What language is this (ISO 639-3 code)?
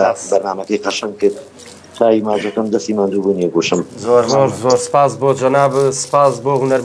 ckb